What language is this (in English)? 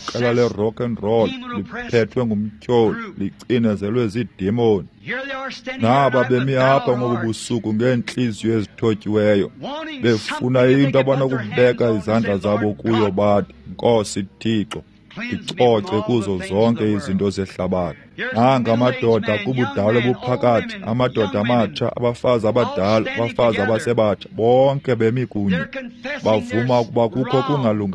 Xhosa